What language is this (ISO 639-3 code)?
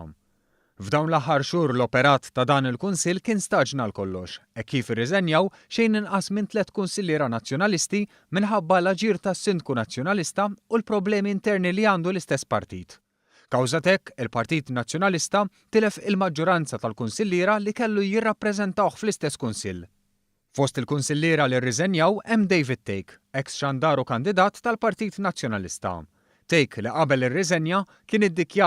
mlt